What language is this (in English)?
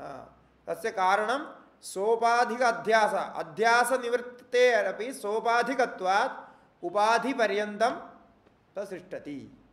Sanskrit